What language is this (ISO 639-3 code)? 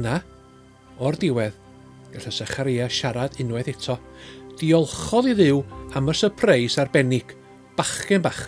cym